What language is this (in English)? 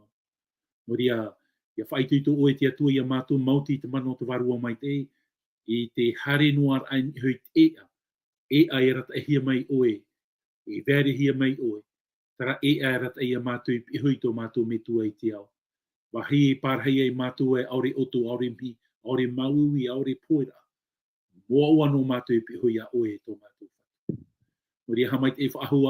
Tahitian